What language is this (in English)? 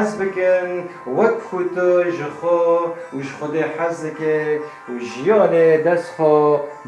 Kurdish